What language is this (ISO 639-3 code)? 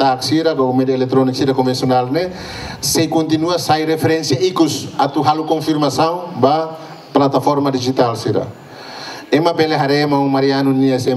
tet